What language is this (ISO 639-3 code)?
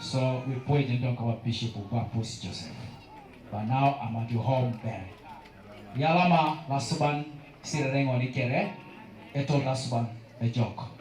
teo